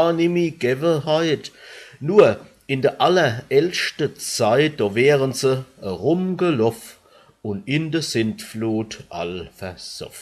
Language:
Palatine German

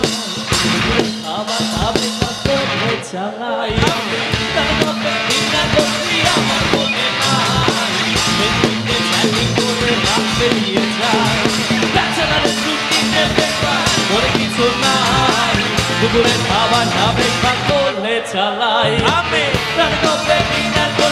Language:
Bangla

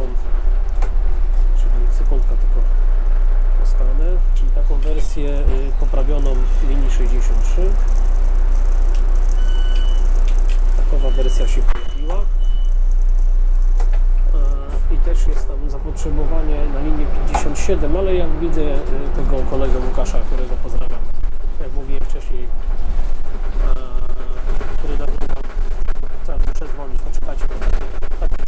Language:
Polish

